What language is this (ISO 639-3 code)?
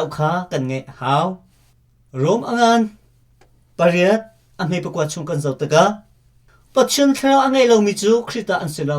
cnh